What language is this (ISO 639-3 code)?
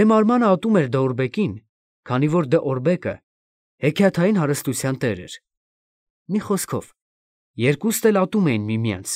hye